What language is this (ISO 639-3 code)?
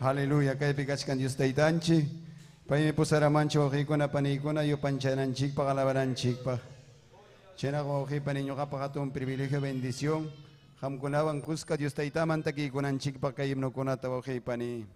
quy